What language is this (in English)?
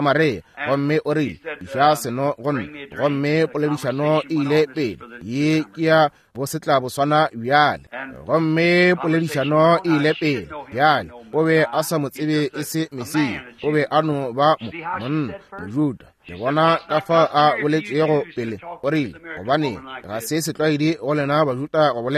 Northern Sotho